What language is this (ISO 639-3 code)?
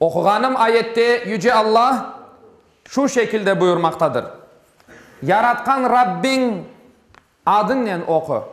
crh